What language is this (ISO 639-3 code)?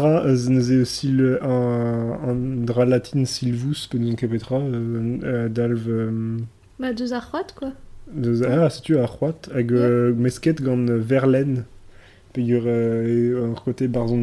bre